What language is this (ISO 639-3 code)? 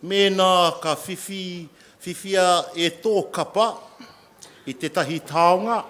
mri